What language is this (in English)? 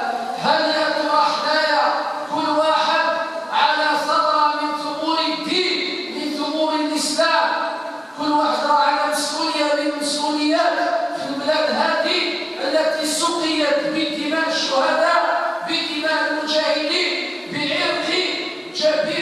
Algerian Arabic